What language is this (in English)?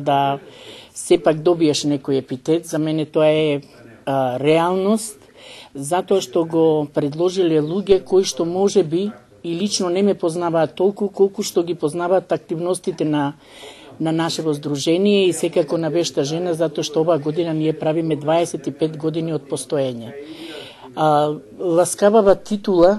Macedonian